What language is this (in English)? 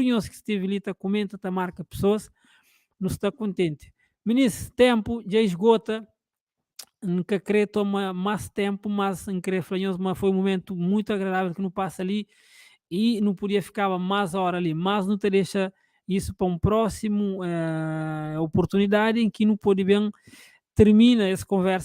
Kabuverdianu